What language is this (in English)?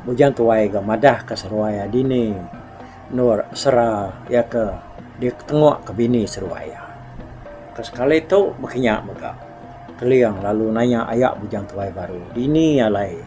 Iban